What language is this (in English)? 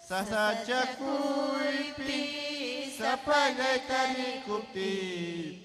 Ayacucho Quechua